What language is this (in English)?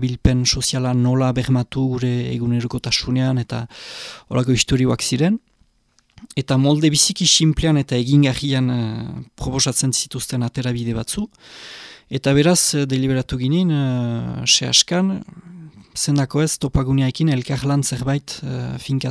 Basque